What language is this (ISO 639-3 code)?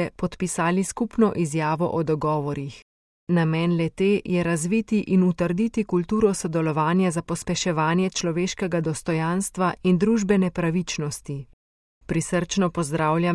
slv